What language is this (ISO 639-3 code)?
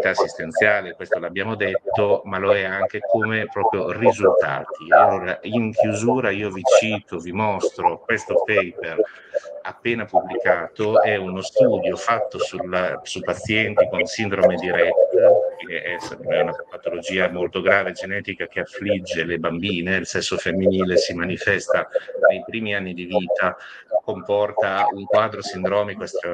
ita